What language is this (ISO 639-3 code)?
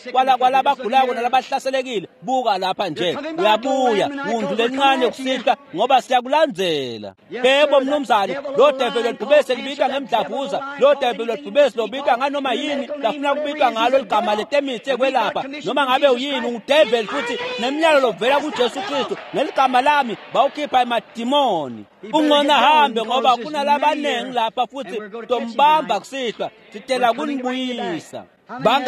ssw